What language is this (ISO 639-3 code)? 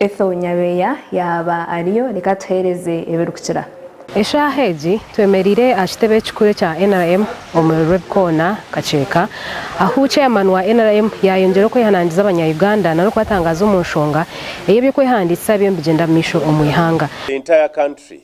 nyn